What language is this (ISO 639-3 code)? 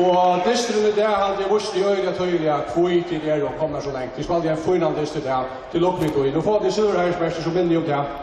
fao